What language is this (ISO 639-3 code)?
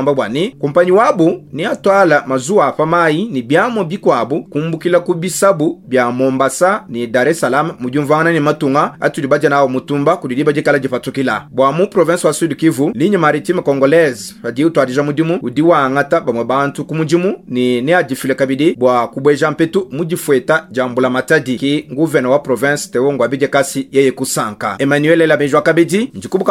lua